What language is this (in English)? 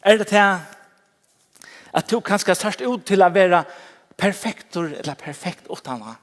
Faroese